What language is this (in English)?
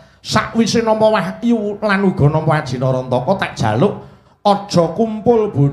Javanese